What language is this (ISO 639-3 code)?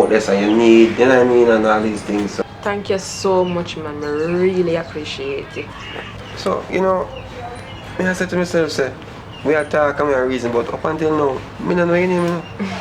jam